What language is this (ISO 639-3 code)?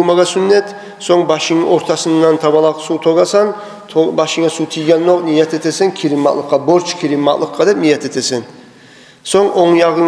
kum